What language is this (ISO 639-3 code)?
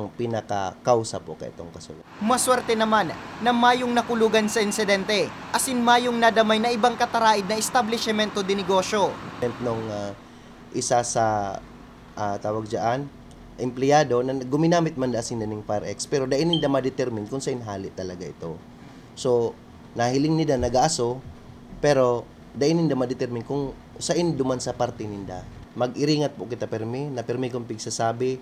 bik